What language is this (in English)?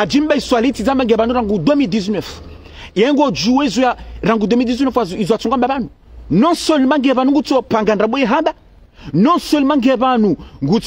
Ngazidja Comorian